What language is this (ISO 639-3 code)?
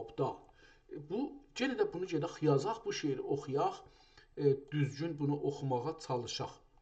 azb